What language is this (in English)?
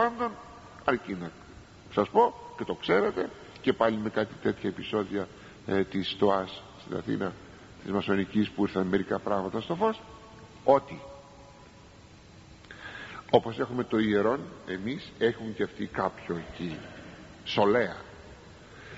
Greek